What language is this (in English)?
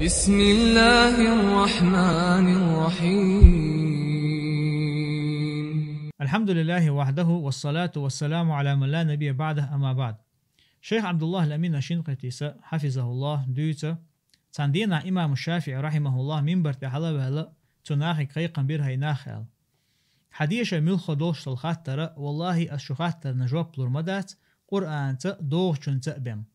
Chechen